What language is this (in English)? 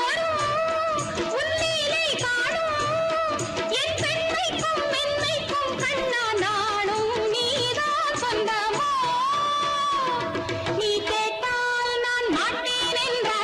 Tamil